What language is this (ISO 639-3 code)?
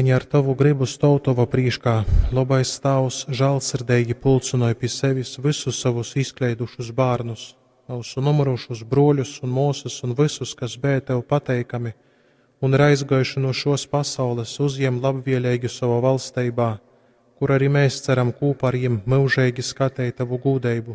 ltg